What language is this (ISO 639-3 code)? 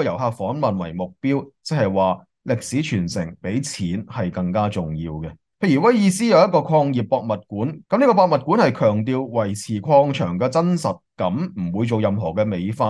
yue